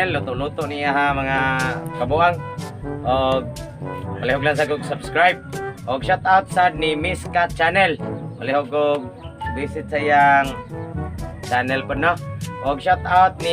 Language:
Cebuano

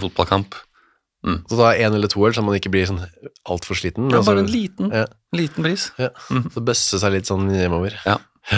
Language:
Norwegian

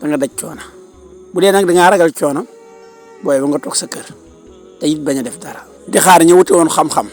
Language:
Wolof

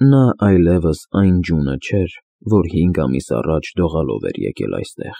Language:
Armenian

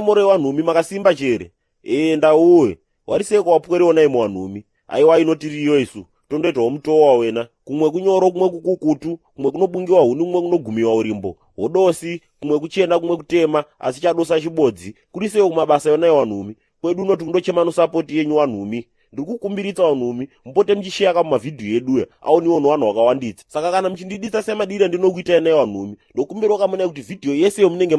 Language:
Shona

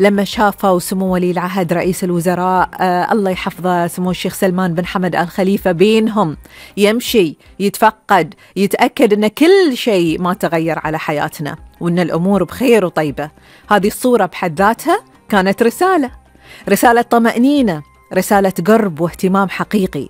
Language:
Gulf Arabic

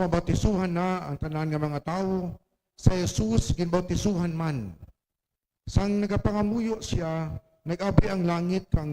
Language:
Hiligaynon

